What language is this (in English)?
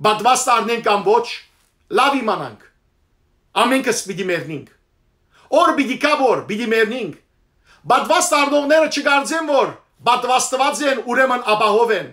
Western Armenian